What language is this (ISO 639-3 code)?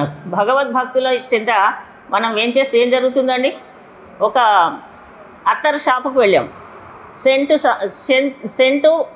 tel